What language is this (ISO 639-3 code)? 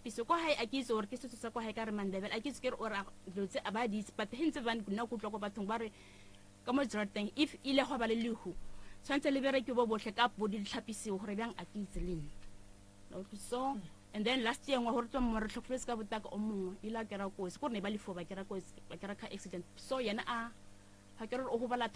nso